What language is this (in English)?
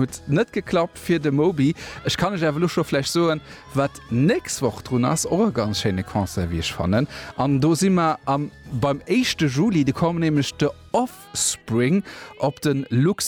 Luxembourgish